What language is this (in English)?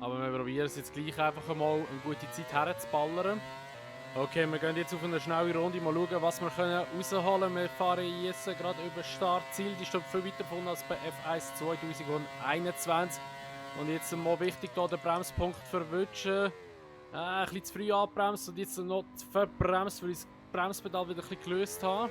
Swiss German